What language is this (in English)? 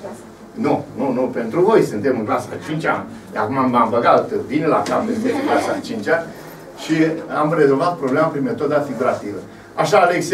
Romanian